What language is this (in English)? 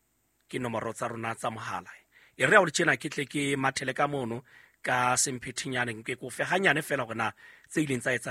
Southern Sotho